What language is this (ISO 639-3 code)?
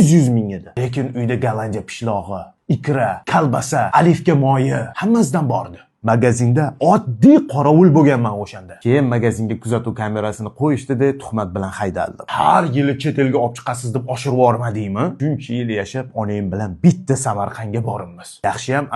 uzb